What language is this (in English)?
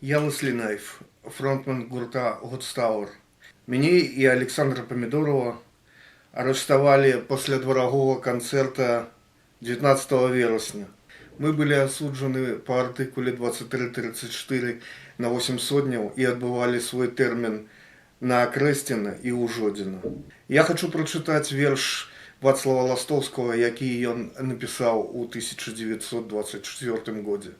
Belarusian